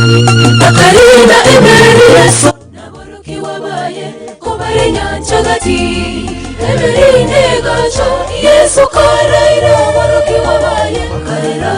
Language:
Gusii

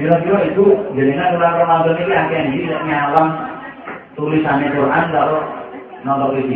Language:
Javanese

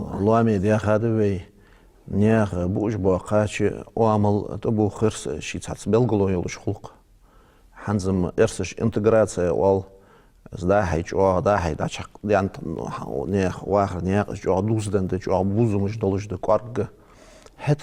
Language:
Ingush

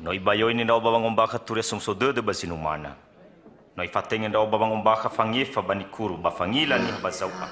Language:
Nias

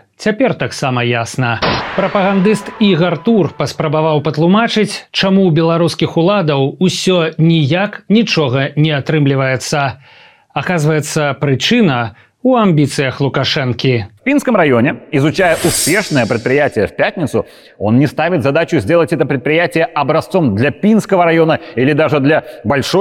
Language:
Belarusian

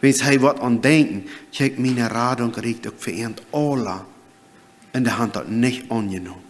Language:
Plautdietsch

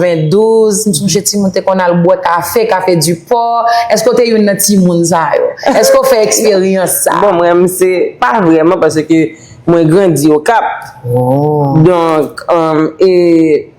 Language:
Haitian Creole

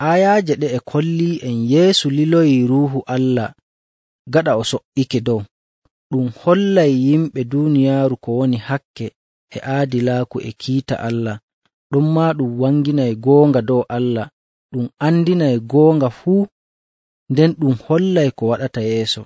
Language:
Nigerian Fulfulde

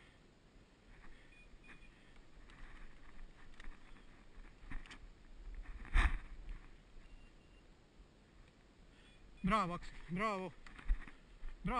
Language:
Croatian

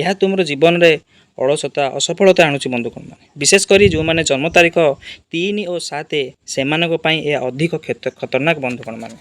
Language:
Odia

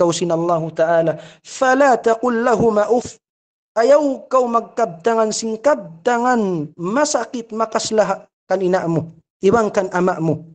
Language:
Tausug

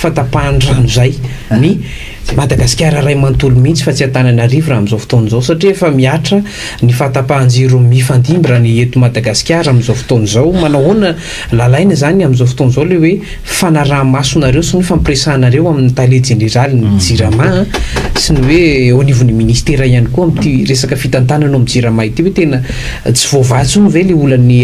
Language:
Malagasy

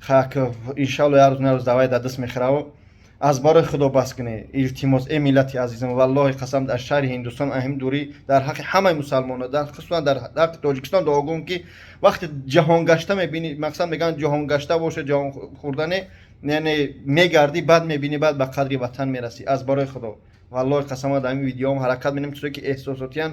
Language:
Tajik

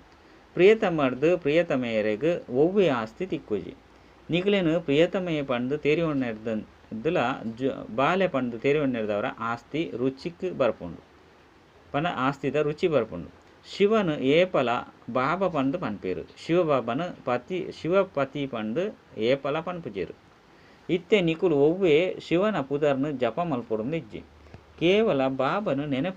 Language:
Tulu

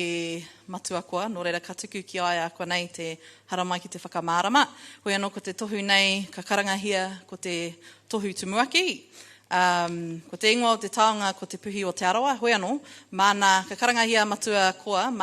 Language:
Māori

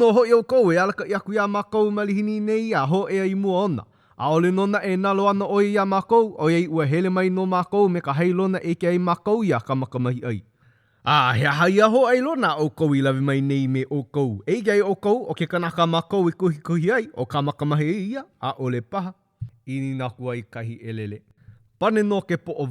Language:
Hawaiian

